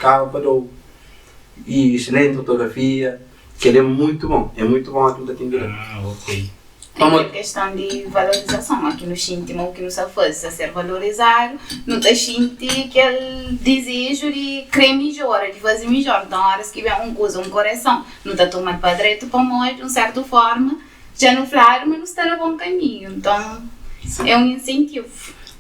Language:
Kabuverdianu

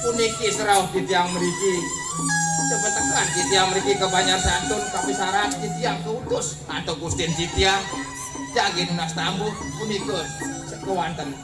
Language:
Balinese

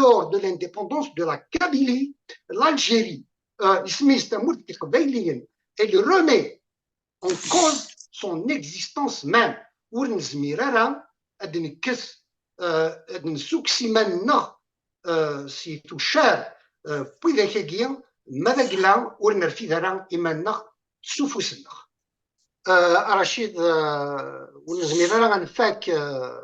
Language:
Kabyle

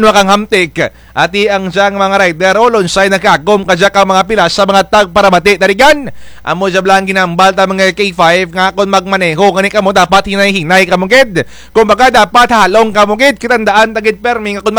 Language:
Kinaray-a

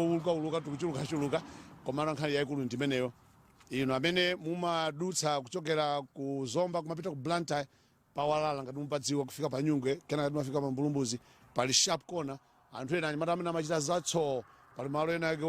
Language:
Nyanja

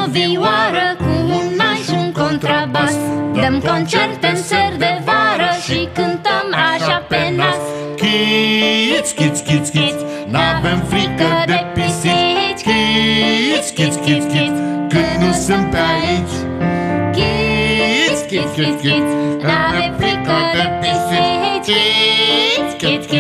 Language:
Romanian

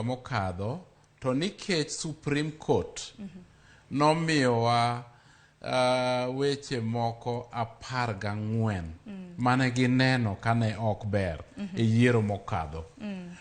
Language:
Luo (Kenya and Tanzania)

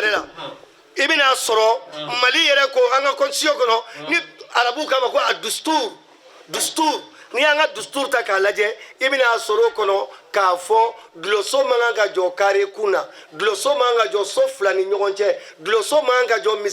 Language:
Bambara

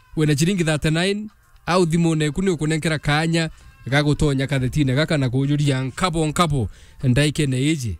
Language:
Meru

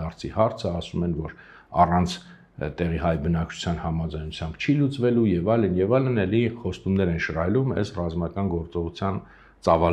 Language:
Armenian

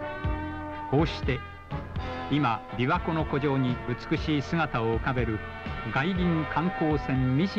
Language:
Japanese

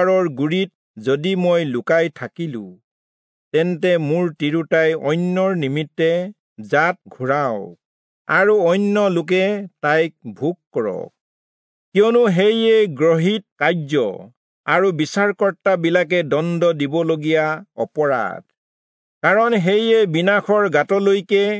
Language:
Assamese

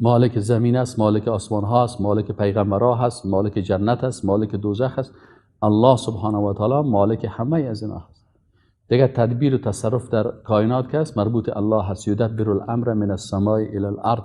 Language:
Persian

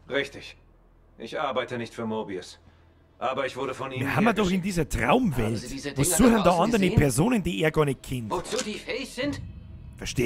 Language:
Bavarian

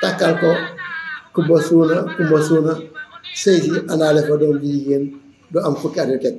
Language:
Wolof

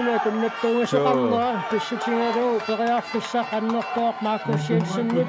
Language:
Kalaallisut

